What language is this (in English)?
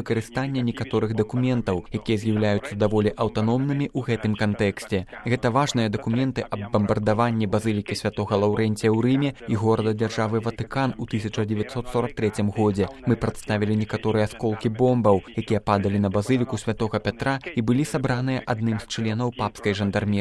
Belarusian